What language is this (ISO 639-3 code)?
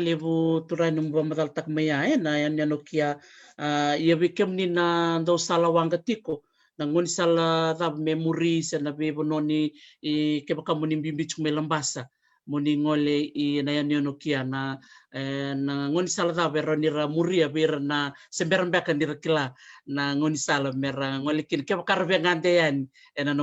fij